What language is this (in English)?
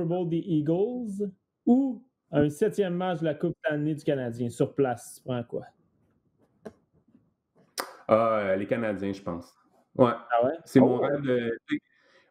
French